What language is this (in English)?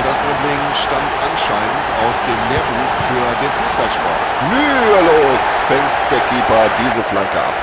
Bavarian